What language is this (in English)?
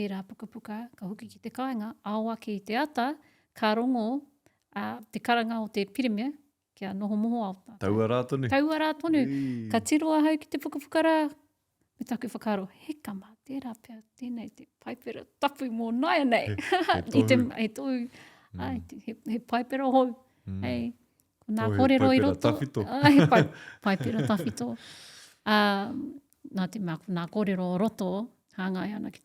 Māori